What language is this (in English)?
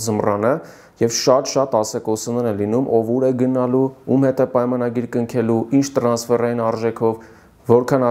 Armenian